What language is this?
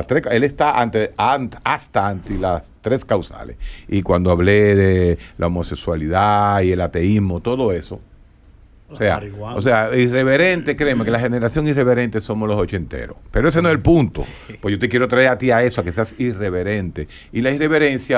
Spanish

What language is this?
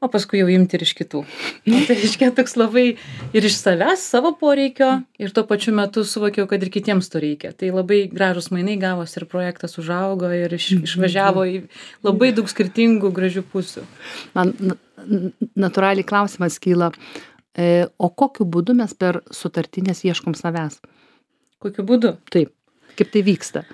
Lithuanian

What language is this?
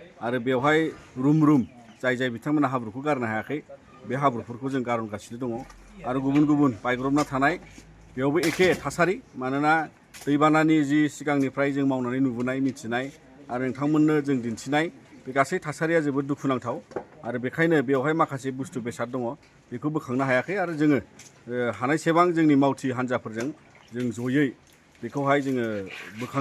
Bodo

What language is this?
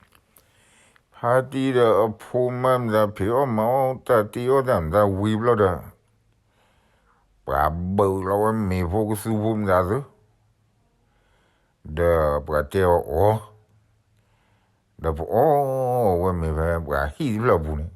S'gaw Karen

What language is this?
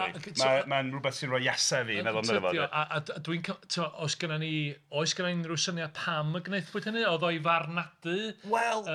Welsh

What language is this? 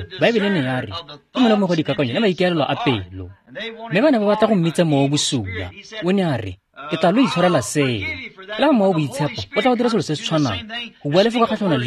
Tswana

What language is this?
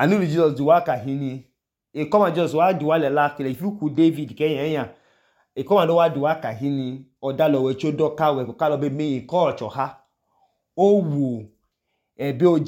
Idoma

